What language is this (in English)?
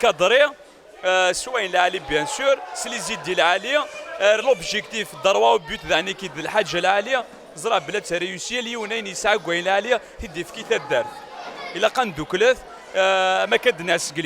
Kabyle